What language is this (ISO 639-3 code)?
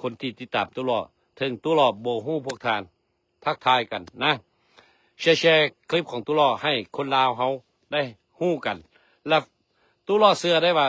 lao